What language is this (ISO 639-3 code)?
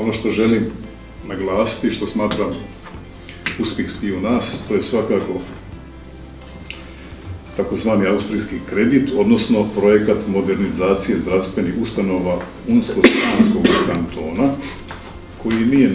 bos